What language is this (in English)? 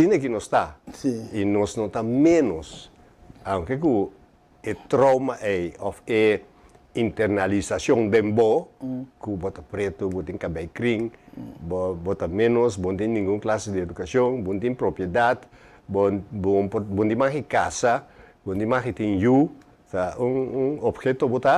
Papiamento